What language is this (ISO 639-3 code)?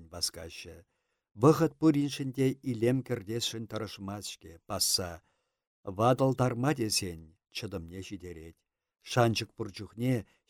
chv